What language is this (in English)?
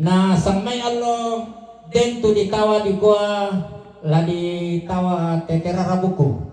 Toraja-Sa'dan